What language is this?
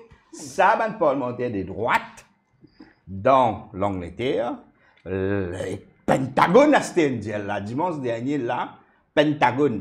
Morisyen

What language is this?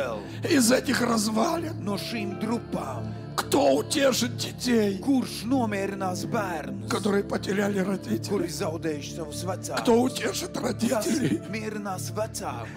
Russian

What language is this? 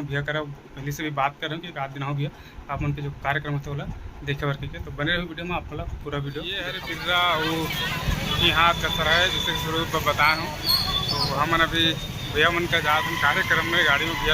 Chhattisgarhi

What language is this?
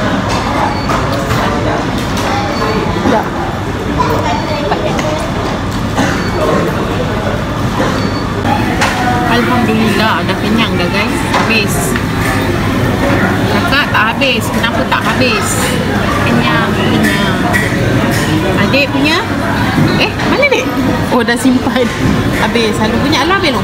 Malay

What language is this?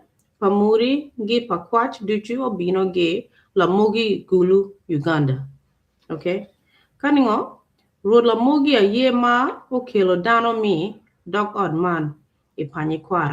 Acoli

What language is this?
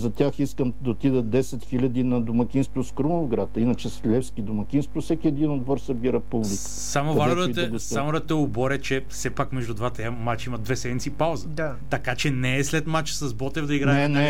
Bulgarian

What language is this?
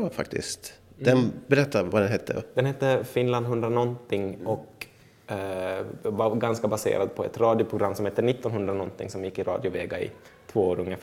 Swedish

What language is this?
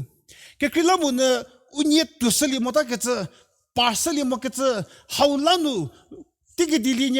Angami Naga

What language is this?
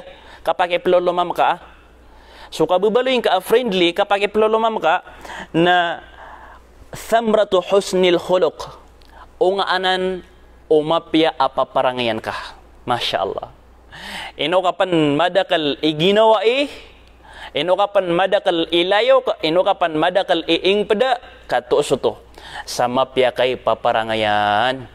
Maranao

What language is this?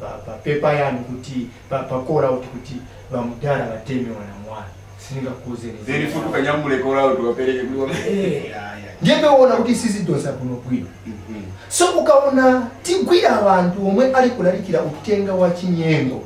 Nyanja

